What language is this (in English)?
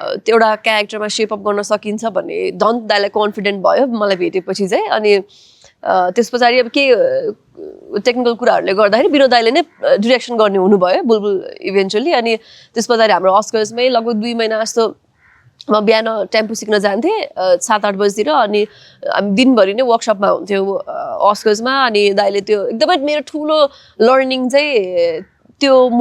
Nepali